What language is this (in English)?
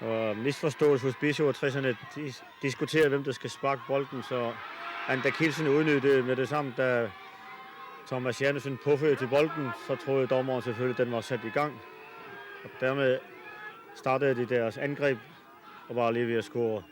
Kalaallisut